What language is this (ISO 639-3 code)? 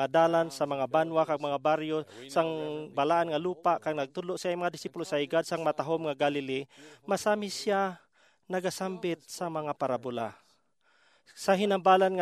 hil